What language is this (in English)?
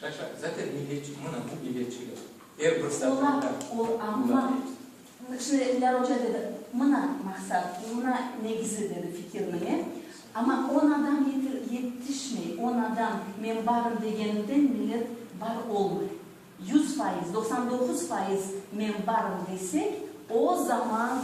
Crimean Tatar